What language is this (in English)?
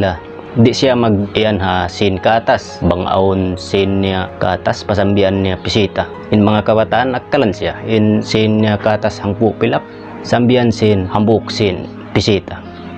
Tausug